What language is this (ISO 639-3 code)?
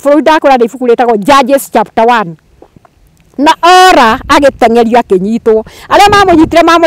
kik